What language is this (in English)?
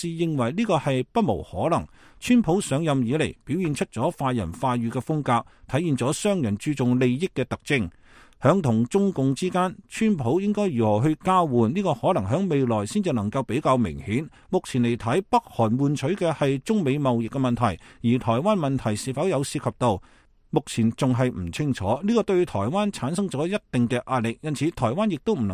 Cantonese